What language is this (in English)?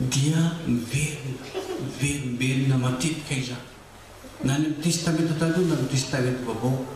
Malagasy